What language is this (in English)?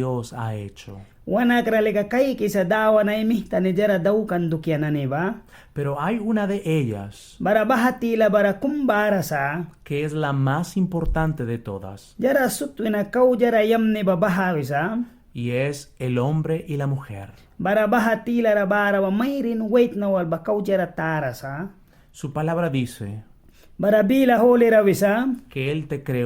Mískito